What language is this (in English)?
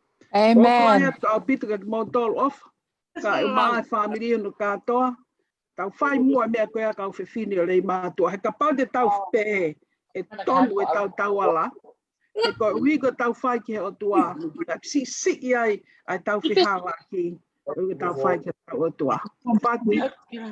Tongan